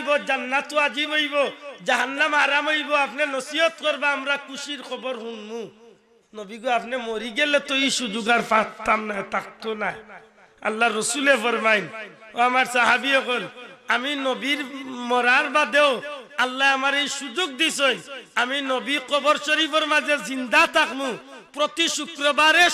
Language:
Sylheti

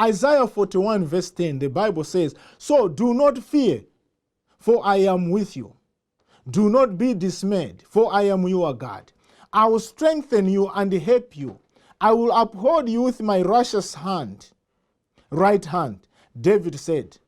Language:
English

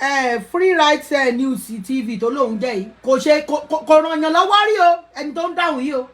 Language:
Yoruba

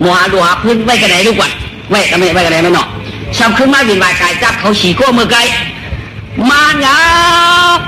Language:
Shan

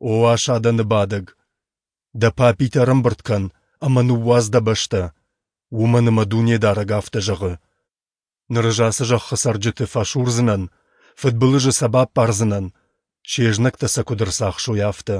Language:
Ossetic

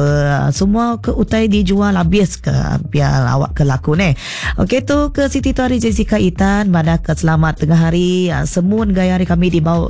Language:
Iban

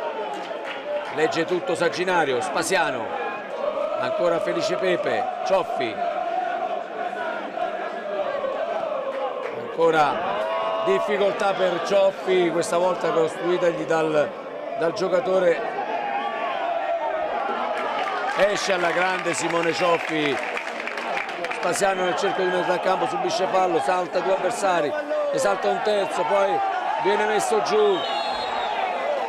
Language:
Italian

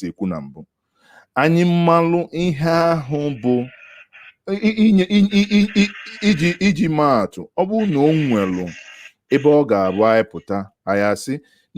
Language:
Igbo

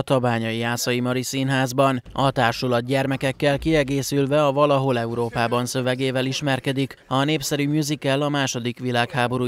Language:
Hungarian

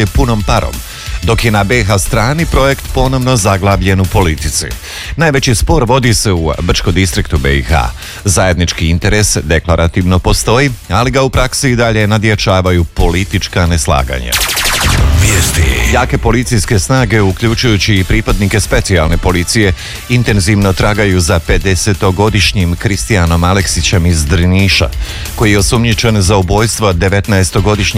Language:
Croatian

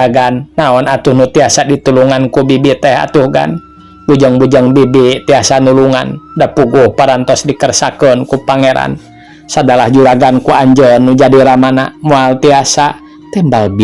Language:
Sundanese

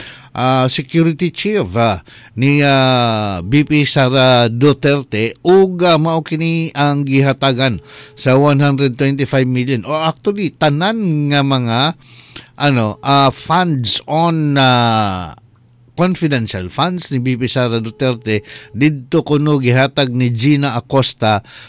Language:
Cebuano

